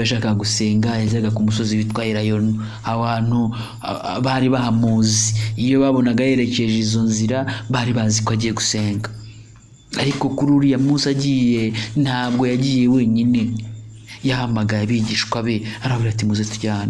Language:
Kinyarwanda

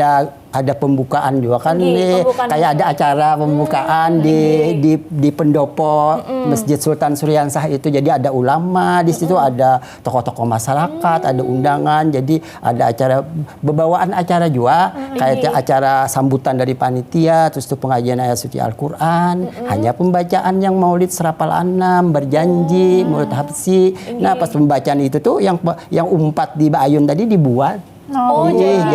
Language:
Banjar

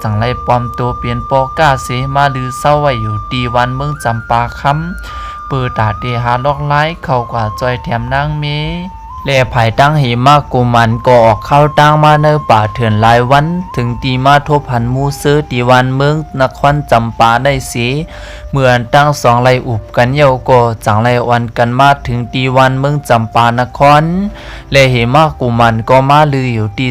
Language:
Shan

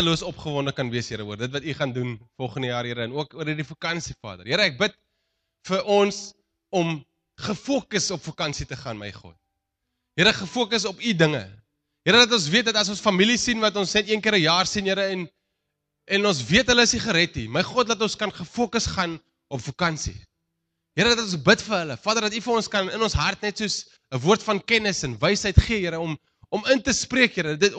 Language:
Afrikaans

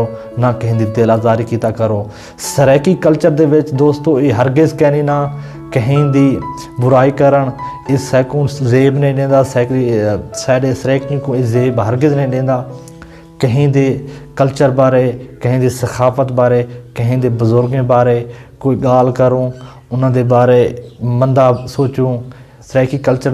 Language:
Saraiki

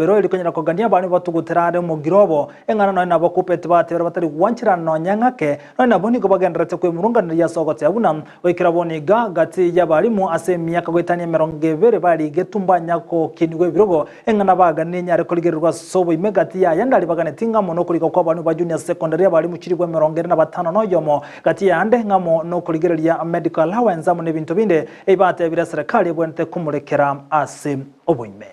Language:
Gusii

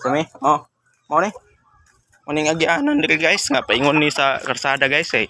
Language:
Cebuano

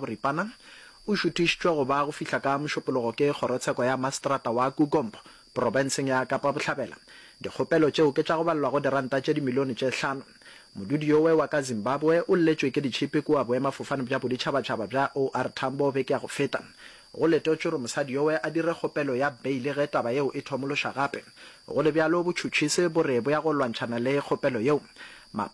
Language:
Northern Sotho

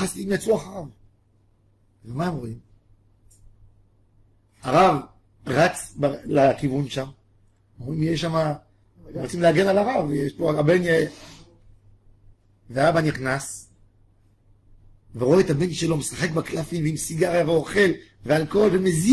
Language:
Hebrew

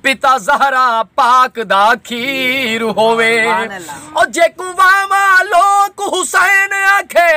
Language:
Saraiki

